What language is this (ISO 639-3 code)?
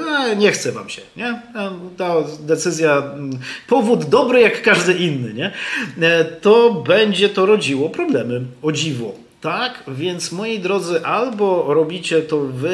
pol